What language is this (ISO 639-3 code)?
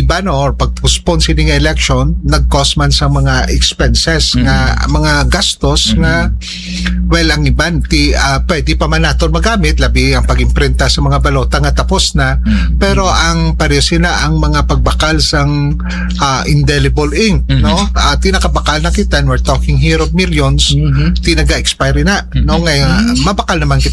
hil